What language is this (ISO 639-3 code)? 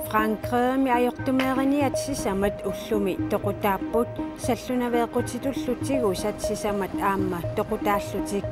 kal